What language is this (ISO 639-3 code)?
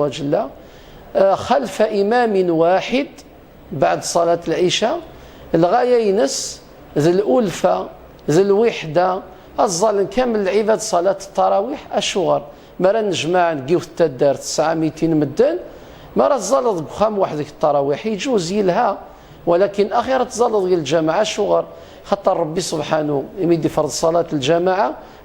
kab